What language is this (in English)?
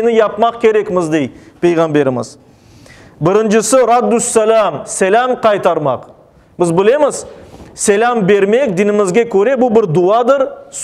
Crimean Tatar